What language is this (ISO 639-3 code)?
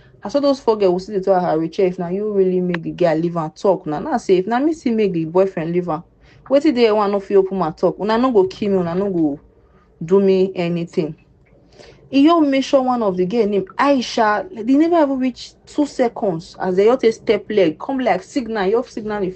pcm